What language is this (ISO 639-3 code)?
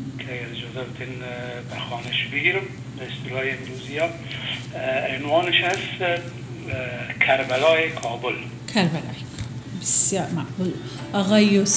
fas